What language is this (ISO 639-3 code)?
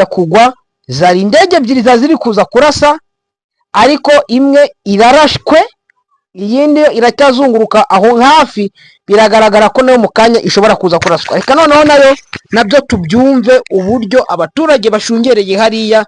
kin